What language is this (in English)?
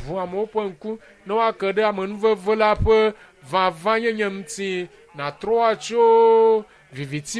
Ewe